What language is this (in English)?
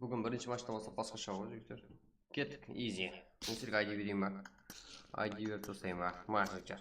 Kara-Kalpak